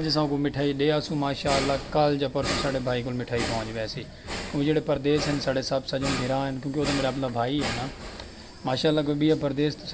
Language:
Saraiki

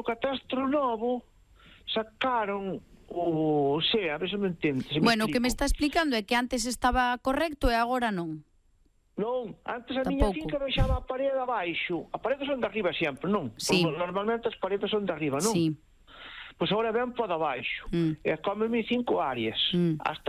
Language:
Galician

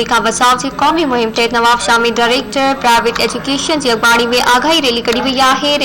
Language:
Sindhi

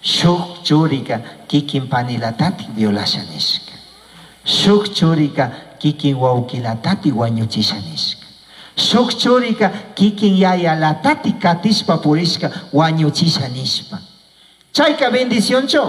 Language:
Chimborazo Highland Quichua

